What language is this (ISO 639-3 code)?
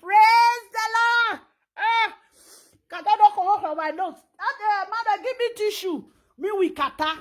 pcm